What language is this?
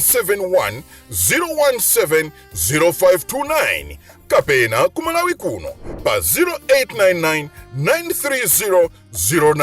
Nyanja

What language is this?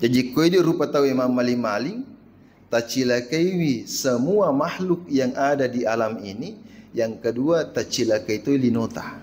Buginese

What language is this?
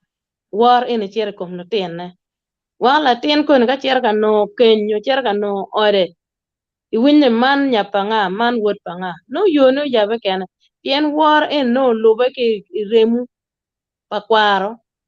Acoli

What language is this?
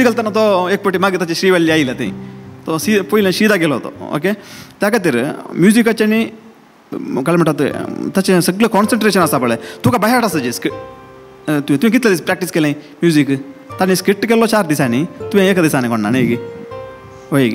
Konkani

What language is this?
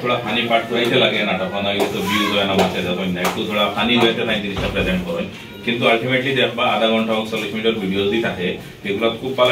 Sylheti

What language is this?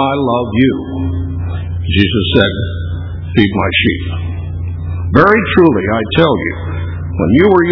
English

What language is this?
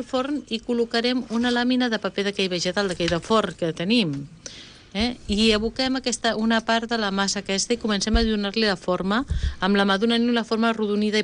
Catalan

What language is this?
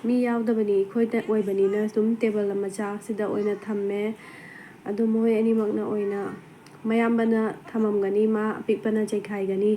Manipuri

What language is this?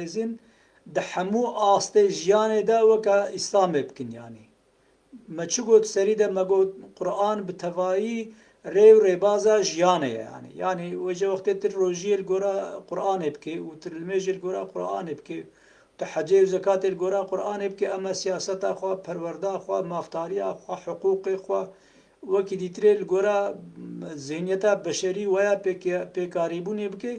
Kurdish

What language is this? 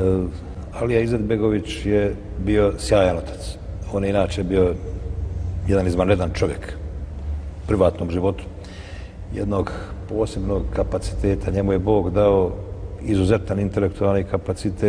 Bosnian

